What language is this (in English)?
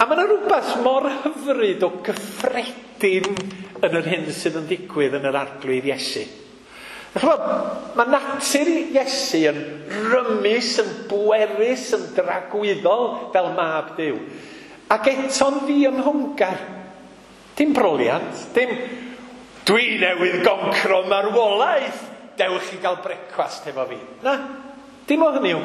Welsh